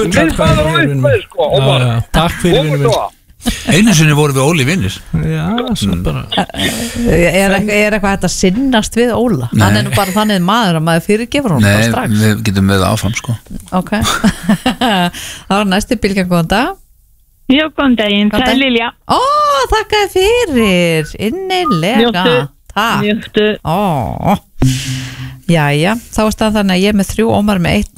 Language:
Icelandic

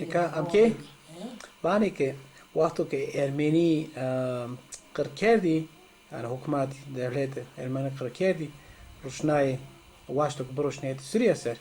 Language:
Zaza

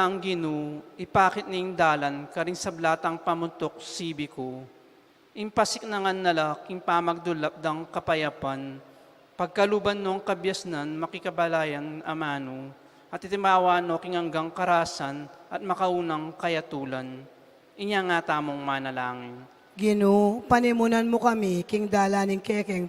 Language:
Pampanga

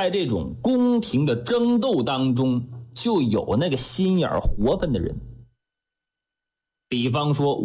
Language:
Chinese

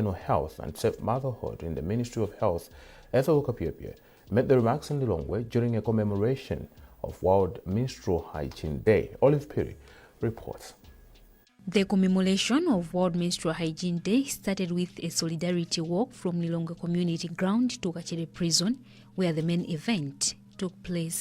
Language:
English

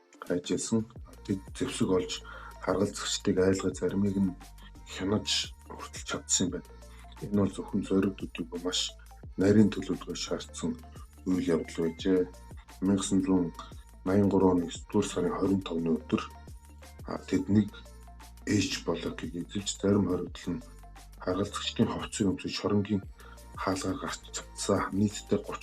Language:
Mongolian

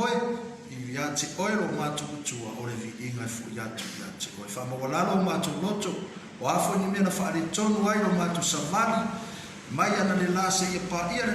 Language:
Samoan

